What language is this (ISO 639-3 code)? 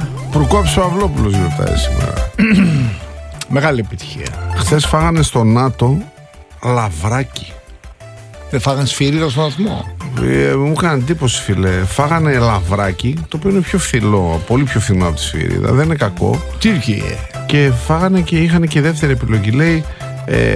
ell